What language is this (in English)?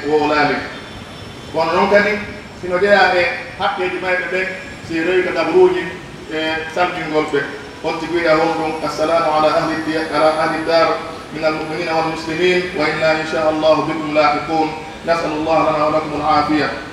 Pular